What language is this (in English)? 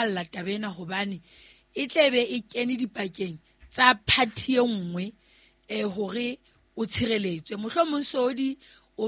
Southern Sotho